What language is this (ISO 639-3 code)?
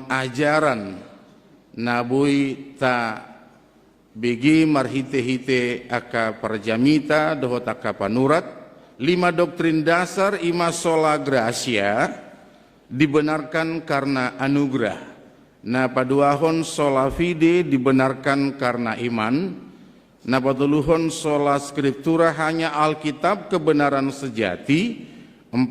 bbc